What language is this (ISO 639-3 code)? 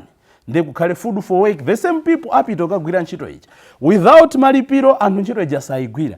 nya